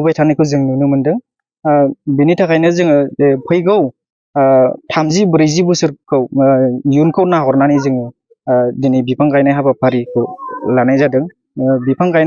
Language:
Bodo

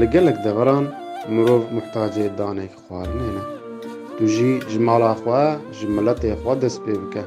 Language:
Kurdish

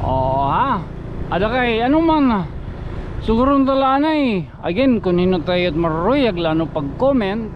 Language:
Waray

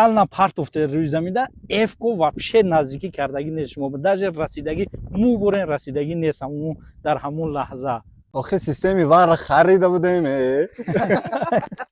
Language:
Tajik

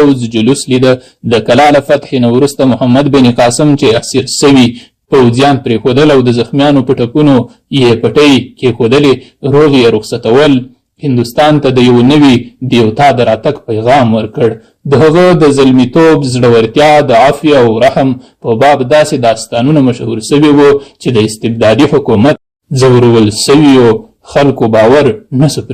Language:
Pashto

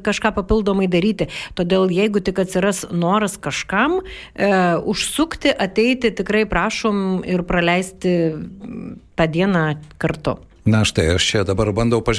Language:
Lithuanian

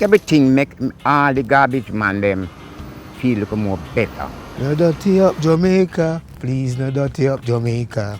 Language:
Jamaican Creole English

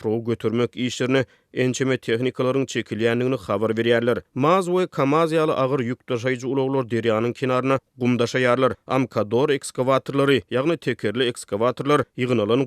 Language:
Turkmen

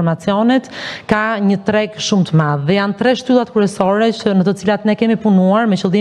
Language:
Albanian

